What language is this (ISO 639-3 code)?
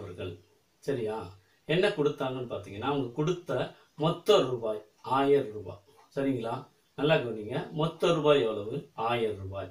tam